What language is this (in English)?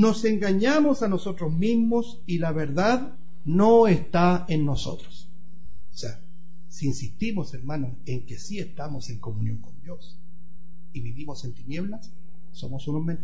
Spanish